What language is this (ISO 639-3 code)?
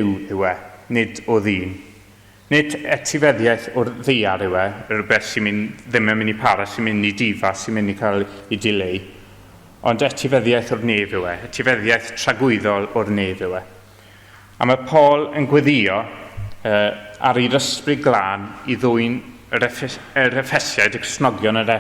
cym